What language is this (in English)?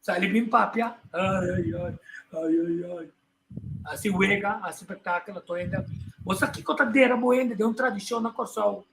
Papiamento